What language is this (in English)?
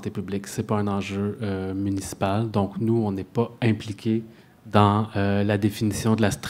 French